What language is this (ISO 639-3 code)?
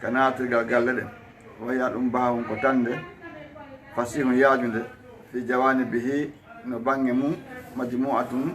ful